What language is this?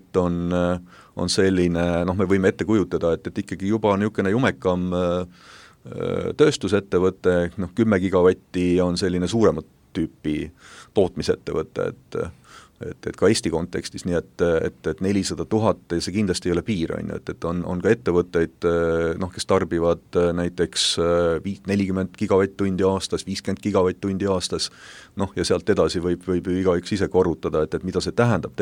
Estonian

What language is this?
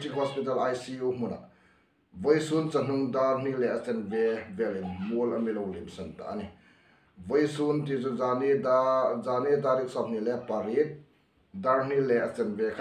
Hmar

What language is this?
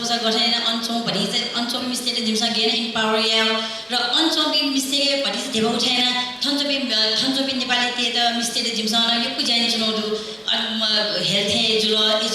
Newari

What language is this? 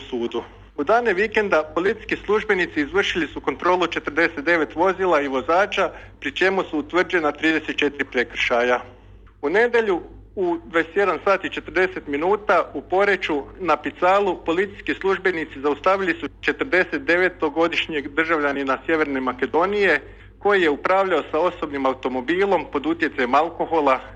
Croatian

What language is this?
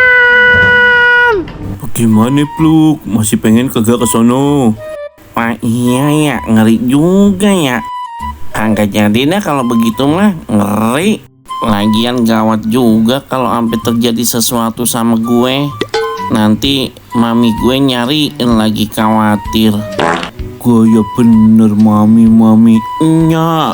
Betawi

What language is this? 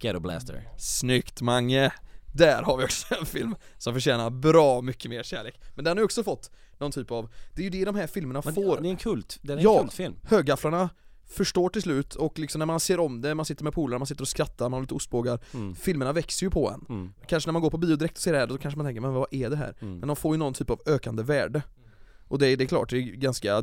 Swedish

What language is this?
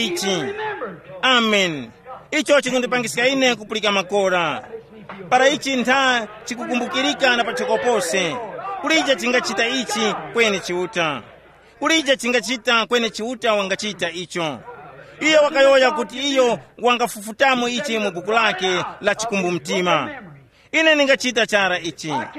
Tumbuka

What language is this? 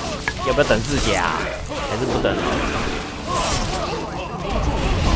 Chinese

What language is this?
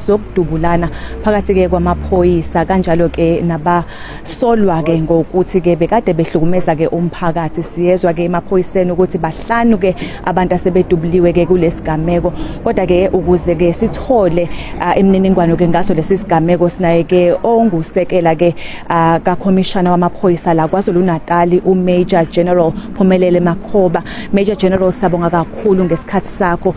Zulu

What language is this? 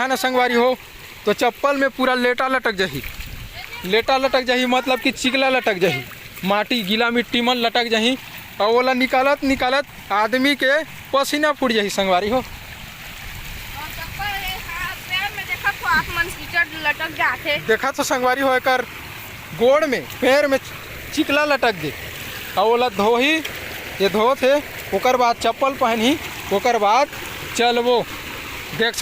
Chhattisgarhi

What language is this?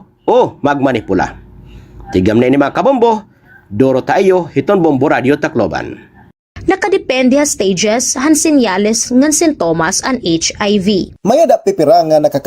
Waray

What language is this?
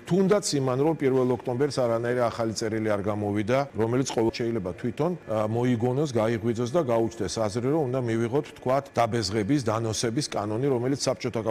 Georgian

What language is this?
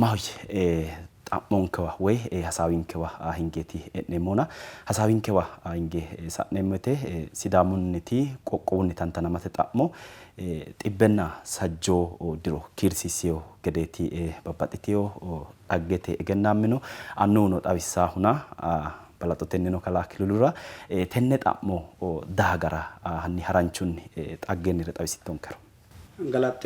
Sidamo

